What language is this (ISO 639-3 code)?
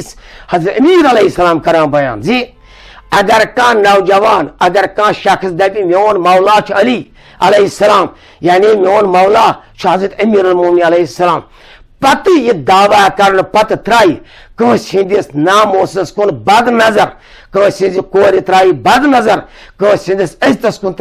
kas